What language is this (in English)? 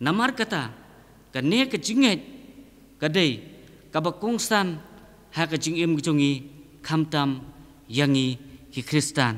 Khasi